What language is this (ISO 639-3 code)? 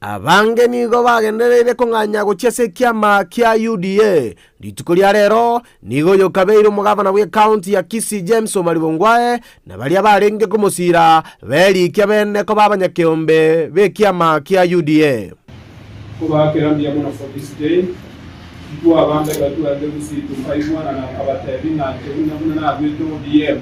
guz